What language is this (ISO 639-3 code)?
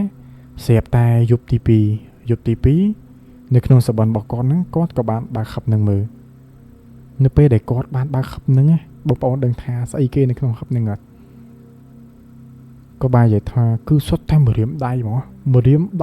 khm